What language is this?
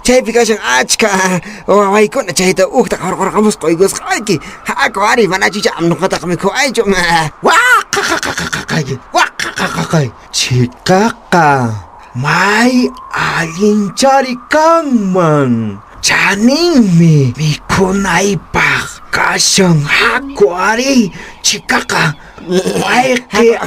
Quechua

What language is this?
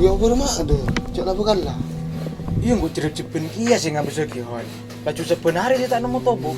Madurese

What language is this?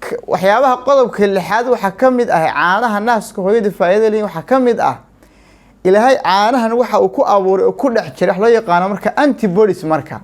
Somali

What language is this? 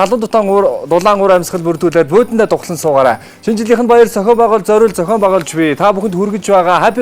Mongolian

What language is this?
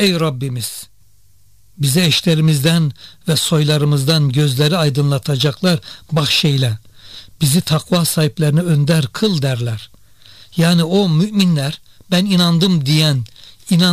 Turkish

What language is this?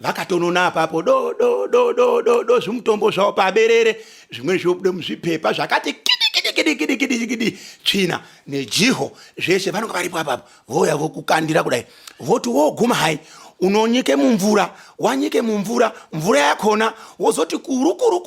Shona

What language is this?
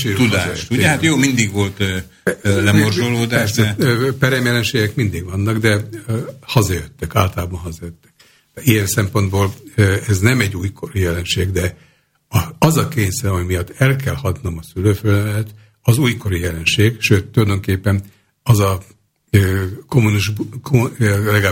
Hungarian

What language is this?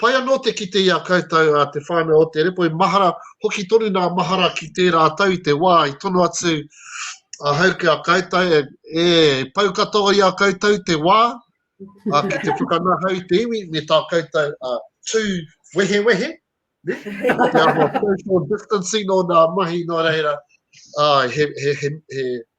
Māori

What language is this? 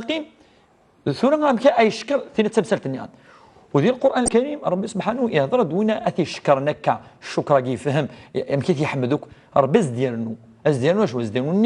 Kabyle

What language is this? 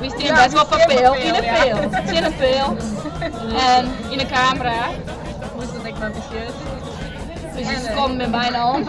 Western Frisian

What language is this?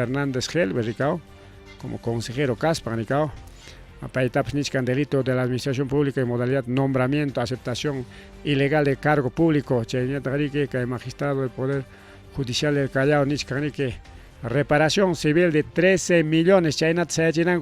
Ayacucho Quechua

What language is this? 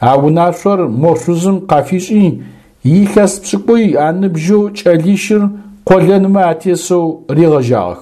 Adyghe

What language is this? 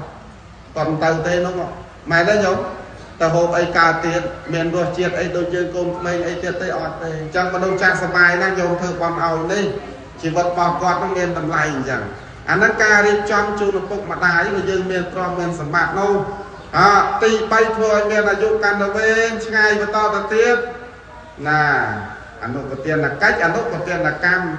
Khmer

